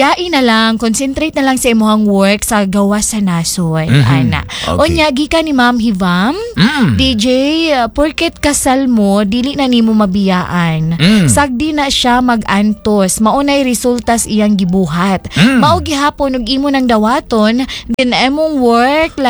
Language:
Cebuano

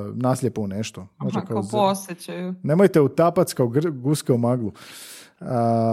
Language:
Croatian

